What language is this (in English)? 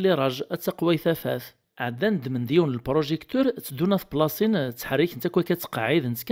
Kabyle